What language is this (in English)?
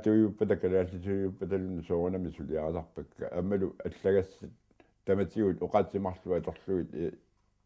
Kalaallisut